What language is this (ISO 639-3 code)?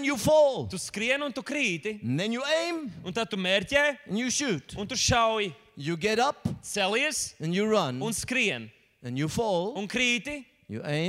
lav